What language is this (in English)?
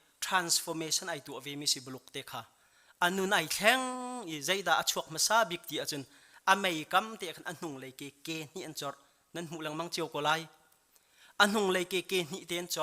Hakha Chin